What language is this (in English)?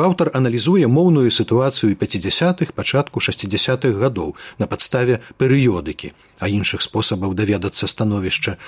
Belarusian